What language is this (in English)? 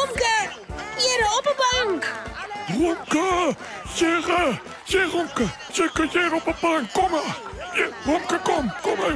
Western Frisian